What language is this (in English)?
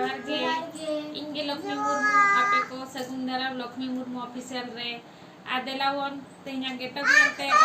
Santali